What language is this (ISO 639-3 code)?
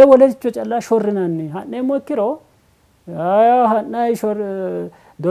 sid